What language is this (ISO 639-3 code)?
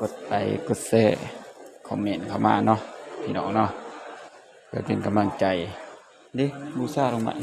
tts